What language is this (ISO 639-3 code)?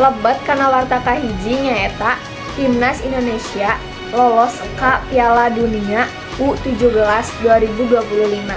sun